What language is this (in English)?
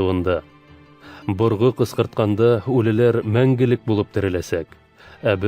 Bashkir